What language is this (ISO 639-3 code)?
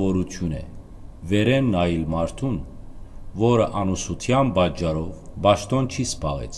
hyw